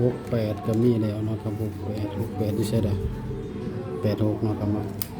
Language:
Northeastern Thai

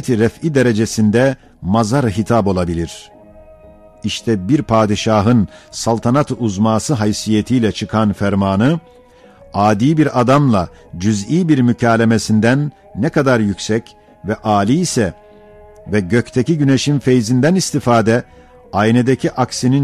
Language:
Ottoman Turkish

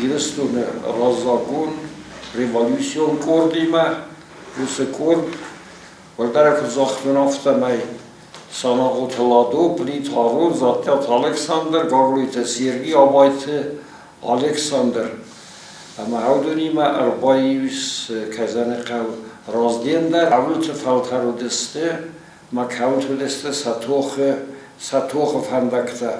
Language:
Ossetic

